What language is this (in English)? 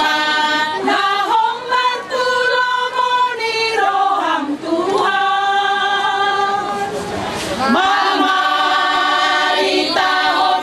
Batak Toba